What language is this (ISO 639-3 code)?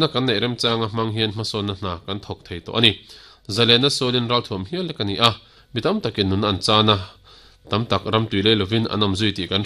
lus